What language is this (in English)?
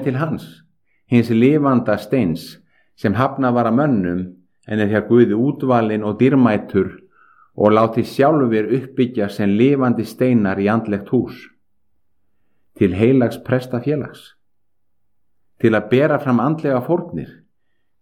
Icelandic